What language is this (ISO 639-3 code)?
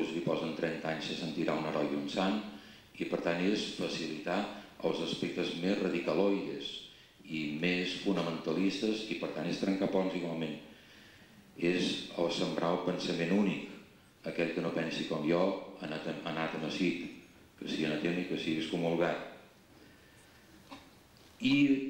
cat